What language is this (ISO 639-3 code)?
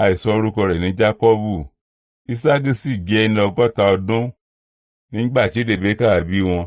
yor